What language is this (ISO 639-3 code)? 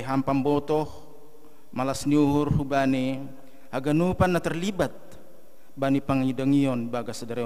bts